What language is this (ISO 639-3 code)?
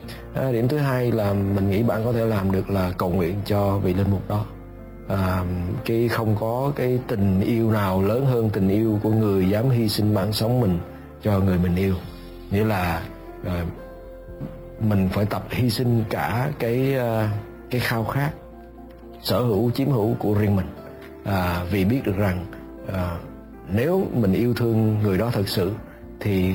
vie